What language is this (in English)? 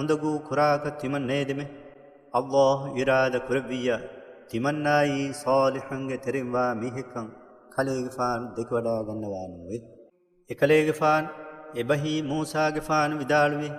Divehi